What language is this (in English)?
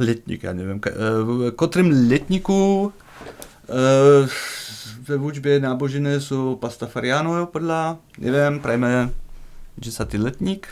Upper Sorbian